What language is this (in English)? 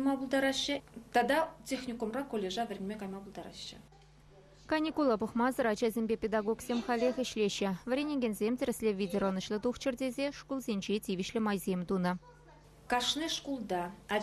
Chuvash